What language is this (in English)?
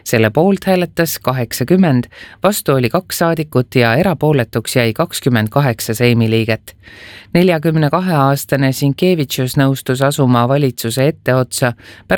Estonian